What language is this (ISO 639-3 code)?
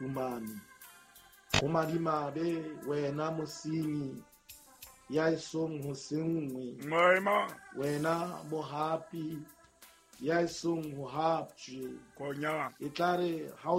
sot